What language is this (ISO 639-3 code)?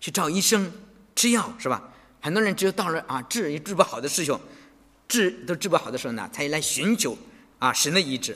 zho